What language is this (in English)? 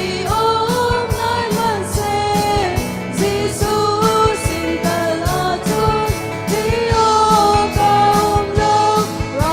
Hakha Chin